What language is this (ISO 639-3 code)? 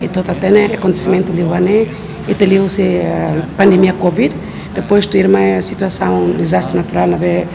tet